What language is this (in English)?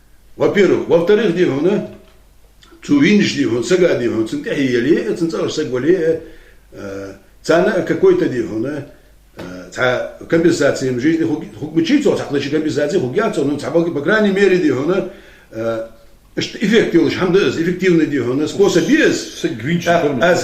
Ingush